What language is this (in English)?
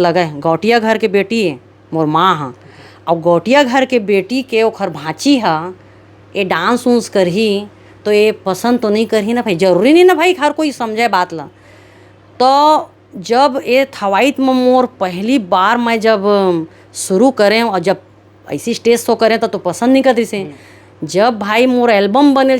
Chhattisgarhi